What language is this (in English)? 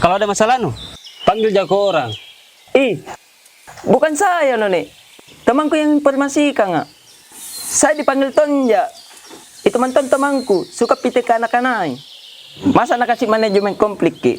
Makassar Malay